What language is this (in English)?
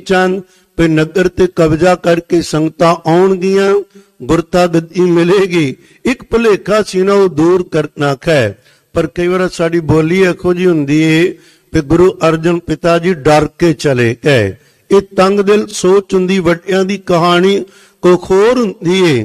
Punjabi